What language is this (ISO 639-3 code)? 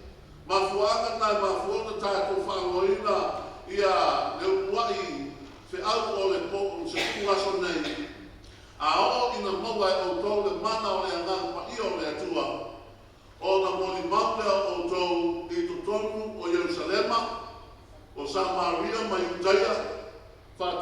smo